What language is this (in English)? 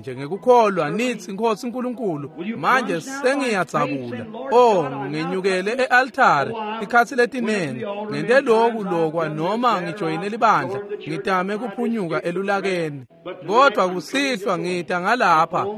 Swati